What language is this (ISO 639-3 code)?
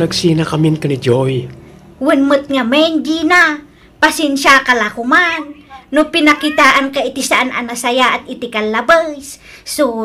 ilo